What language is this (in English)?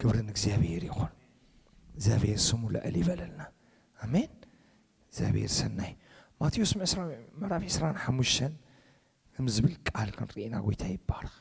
Tigrinya